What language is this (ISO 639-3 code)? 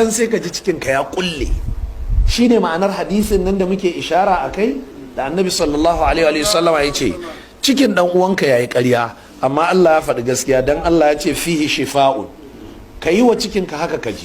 hau